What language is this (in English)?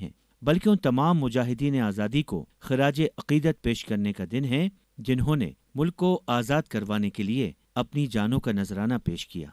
Urdu